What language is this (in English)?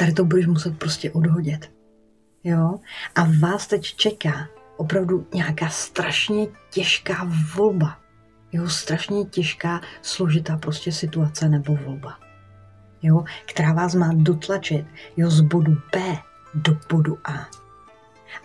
Czech